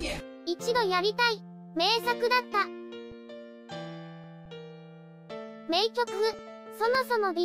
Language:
Japanese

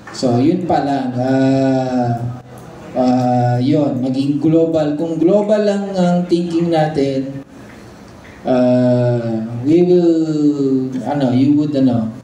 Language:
Filipino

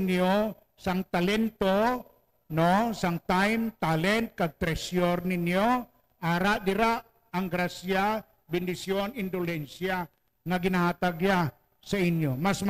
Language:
Hiligaynon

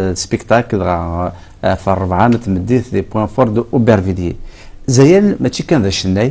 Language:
Kabyle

